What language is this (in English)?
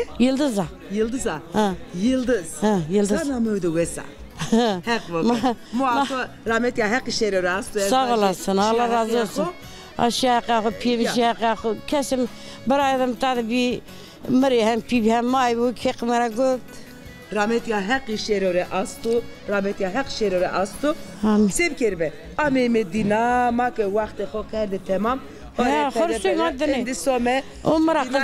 Zaza